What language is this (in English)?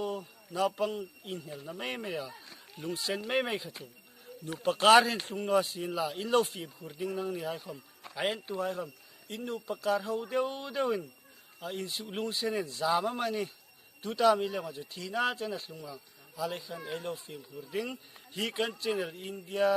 Hmar